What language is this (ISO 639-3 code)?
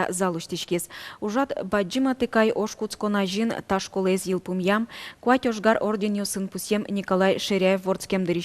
udm